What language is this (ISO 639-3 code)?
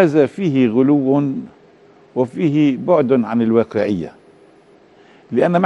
ara